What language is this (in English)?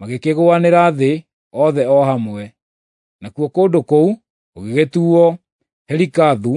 Kikuyu